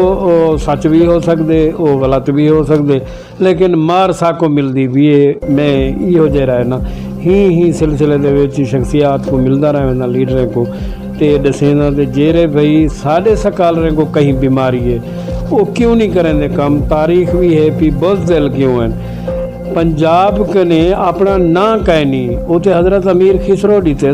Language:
Saraiki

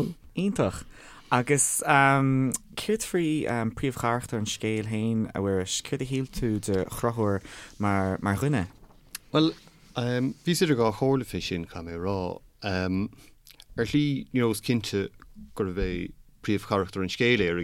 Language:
Irish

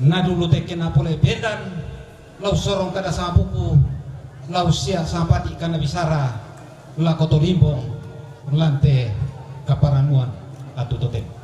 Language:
Toraja-Sa'dan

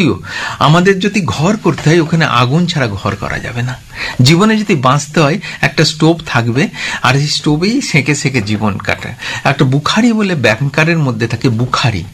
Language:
Bangla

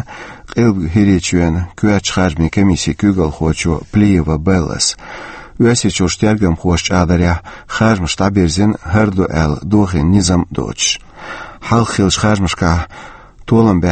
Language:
Chechen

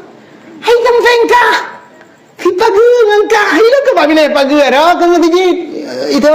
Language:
Achinese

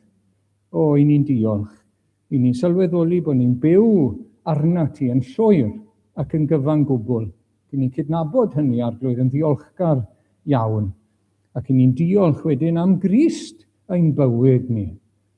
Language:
Welsh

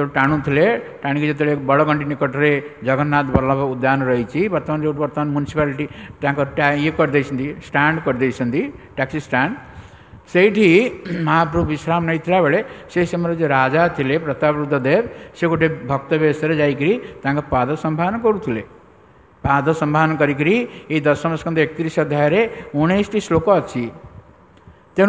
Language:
Odia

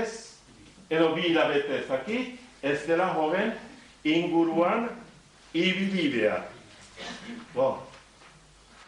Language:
Basque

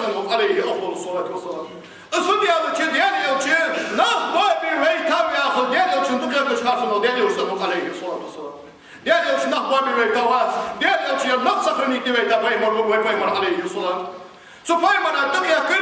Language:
Ingush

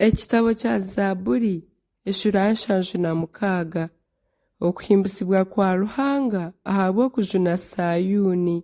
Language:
Nyankole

